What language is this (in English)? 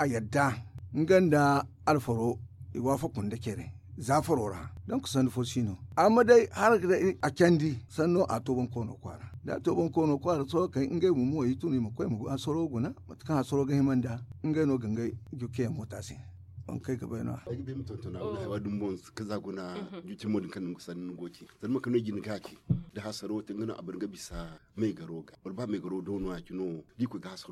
Zarma